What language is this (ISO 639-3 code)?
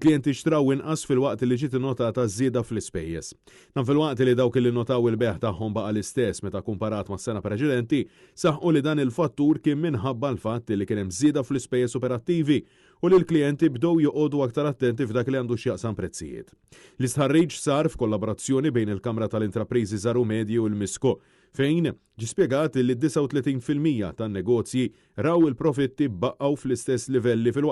mlt